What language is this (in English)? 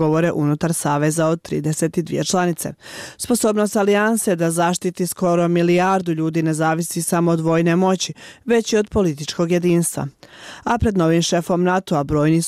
Bosnian